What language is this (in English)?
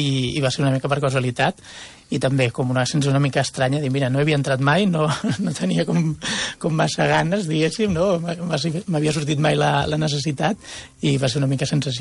Catalan